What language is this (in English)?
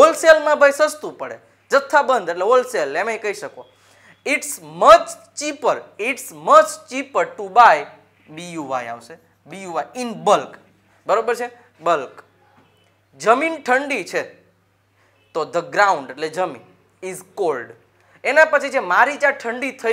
Gujarati